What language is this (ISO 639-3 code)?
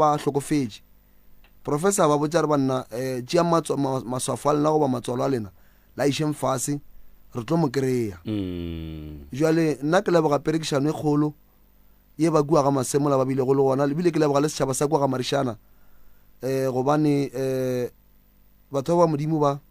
nso